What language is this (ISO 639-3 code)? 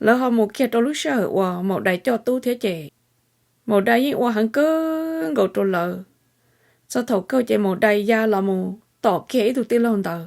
hmn